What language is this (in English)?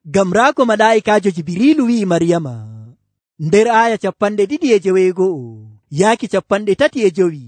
Nigerian Fulfulde